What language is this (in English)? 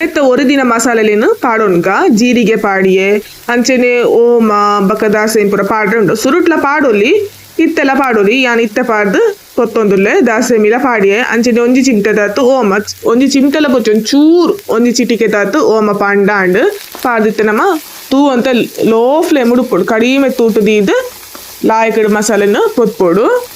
Tulu